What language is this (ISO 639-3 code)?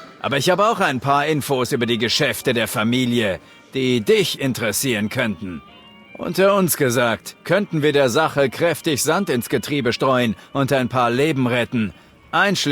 bar